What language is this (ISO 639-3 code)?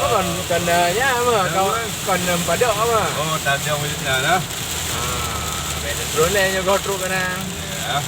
ace